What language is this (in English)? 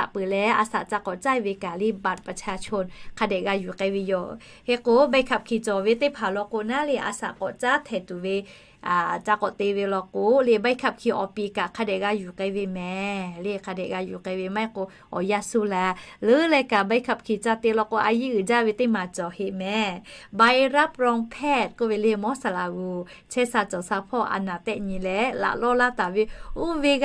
Lahu